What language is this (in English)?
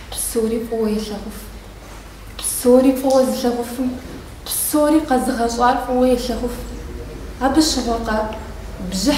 Kabardian